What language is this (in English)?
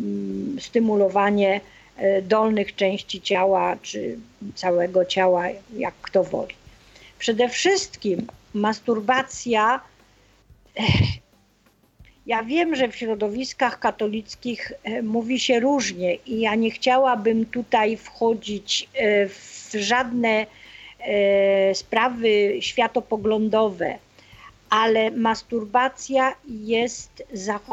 Polish